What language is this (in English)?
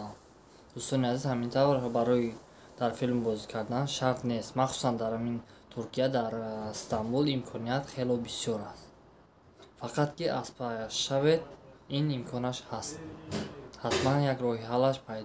Tajik